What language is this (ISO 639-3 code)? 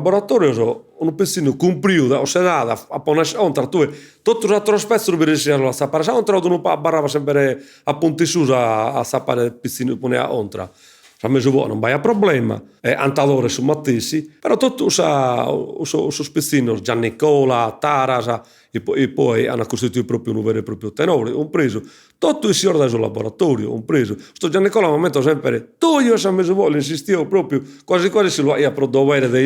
srd